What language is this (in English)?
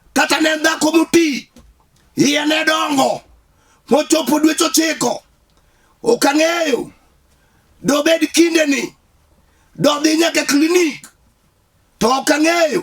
Luo (Kenya and Tanzania)